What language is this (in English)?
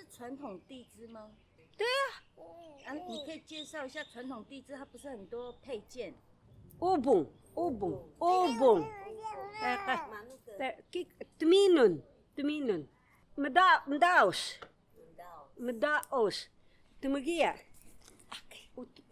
Taroko